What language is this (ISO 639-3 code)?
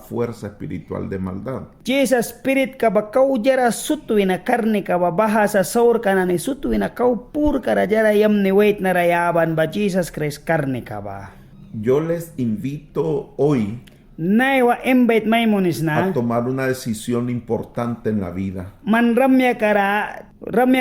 miq